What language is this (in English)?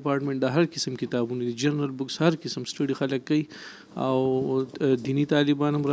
Pashto